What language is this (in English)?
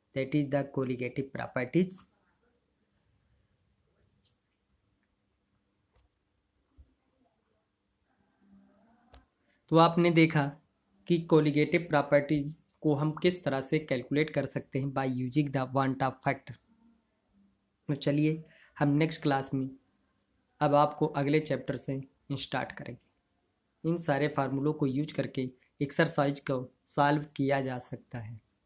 Hindi